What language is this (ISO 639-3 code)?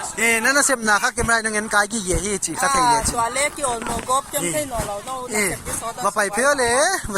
ctd